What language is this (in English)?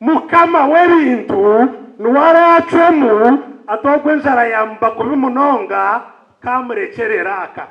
Nyankole